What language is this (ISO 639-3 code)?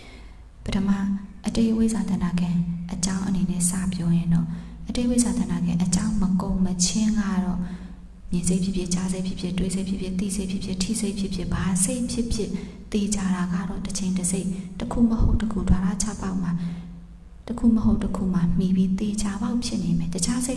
mya